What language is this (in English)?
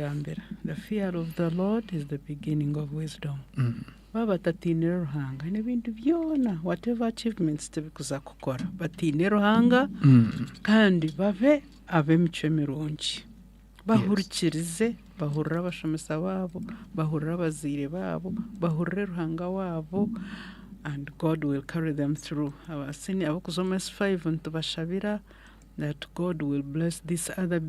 Nyankole